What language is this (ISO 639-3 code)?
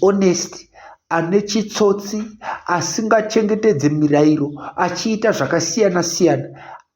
sna